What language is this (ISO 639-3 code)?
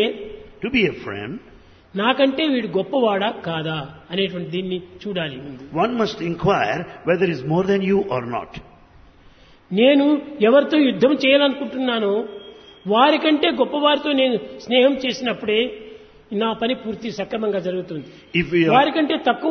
tel